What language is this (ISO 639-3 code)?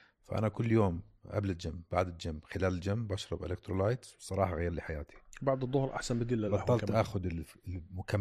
apc